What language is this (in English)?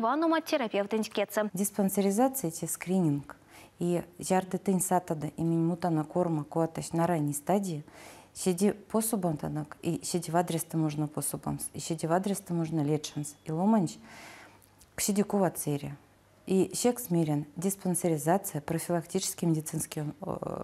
Erzya